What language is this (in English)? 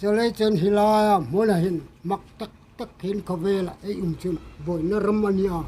Hmar